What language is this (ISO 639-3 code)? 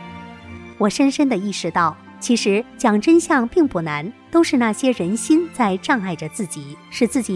zho